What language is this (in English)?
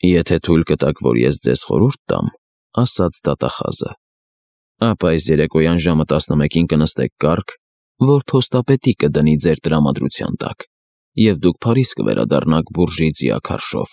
Armenian